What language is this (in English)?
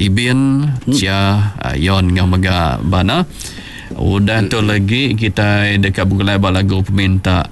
Iban